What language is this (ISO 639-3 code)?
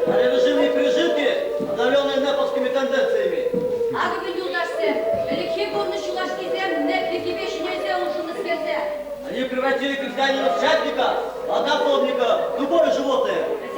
chv